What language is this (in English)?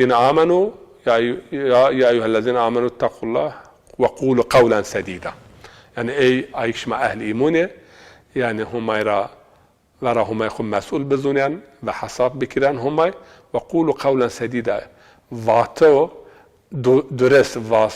Zaza